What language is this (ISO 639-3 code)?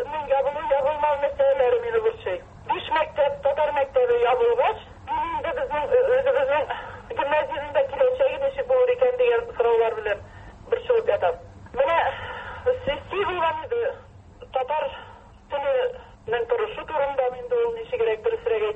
tat